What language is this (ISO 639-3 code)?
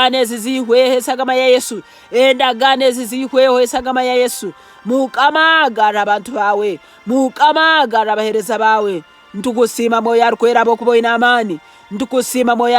nyn